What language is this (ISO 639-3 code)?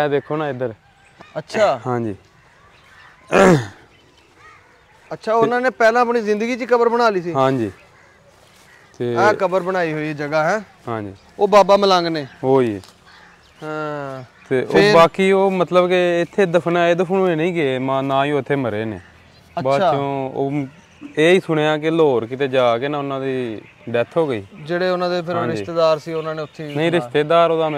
pan